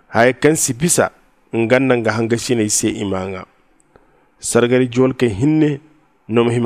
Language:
Zarma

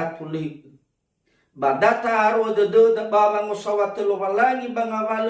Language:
Nias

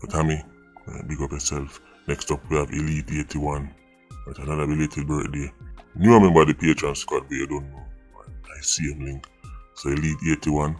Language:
Jamaican Creole English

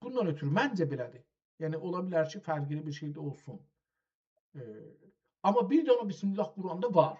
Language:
South Azerbaijani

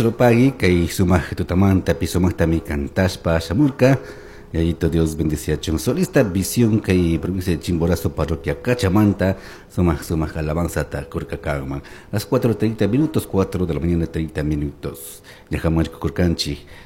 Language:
Chimborazo Highland Quichua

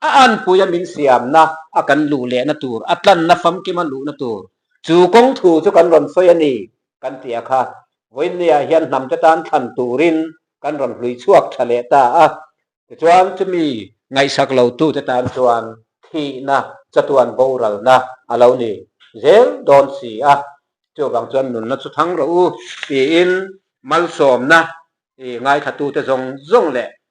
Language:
Mizo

